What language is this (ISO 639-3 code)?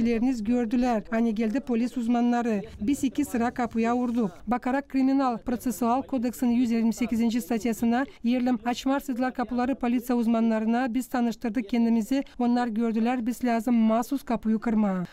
gag